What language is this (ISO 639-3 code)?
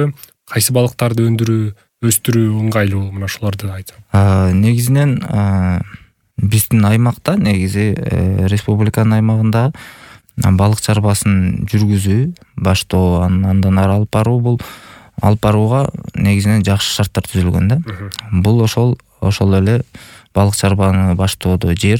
kir